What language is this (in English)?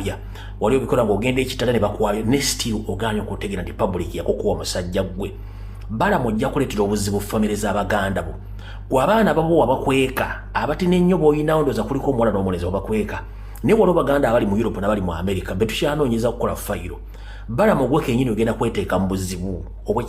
Ganda